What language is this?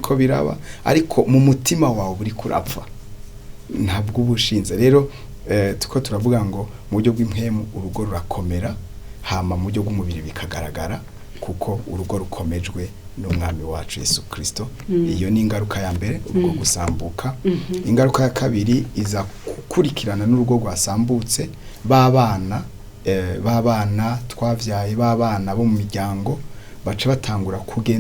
Rundi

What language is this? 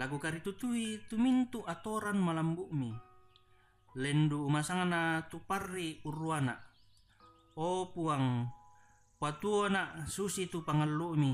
Toraja-Sa'dan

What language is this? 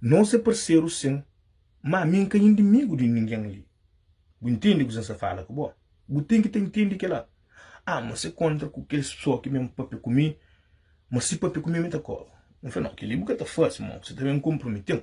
Kabuverdianu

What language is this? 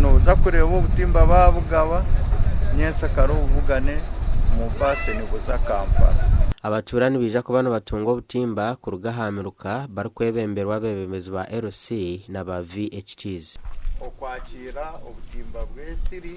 Nyankole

